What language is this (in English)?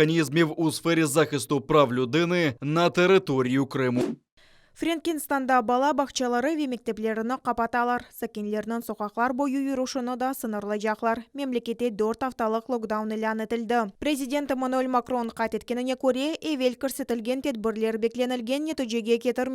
Crimean Tatar